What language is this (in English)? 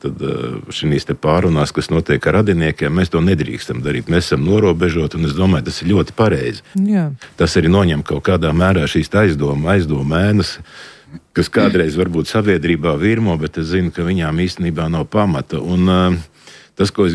Latvian